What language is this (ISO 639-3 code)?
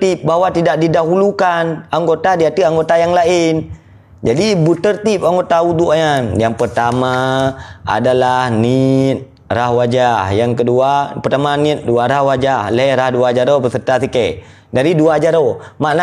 ace